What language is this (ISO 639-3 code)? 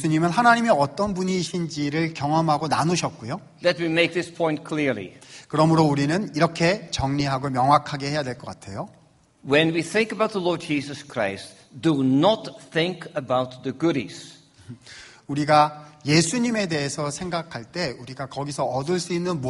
kor